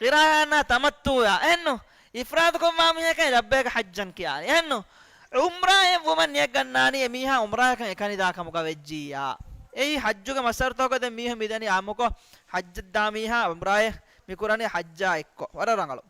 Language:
Divehi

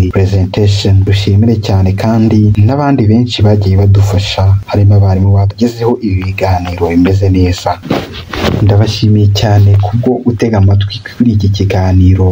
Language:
Kinyarwanda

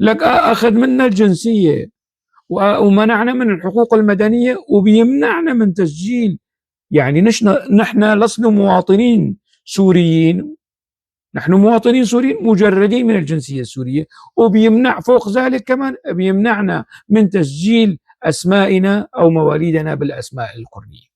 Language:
North Levantine Arabic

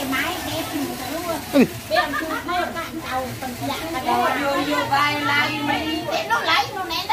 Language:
Sasak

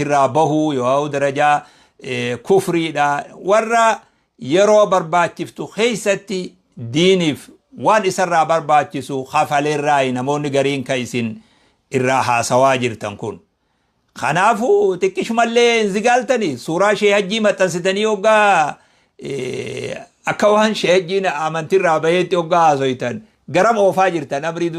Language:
Oromo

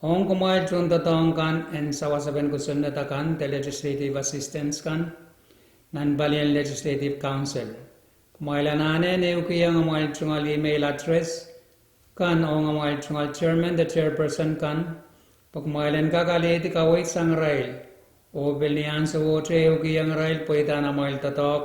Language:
Pohnpeian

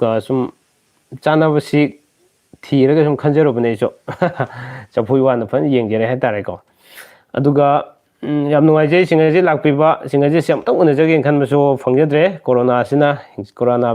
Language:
Manipuri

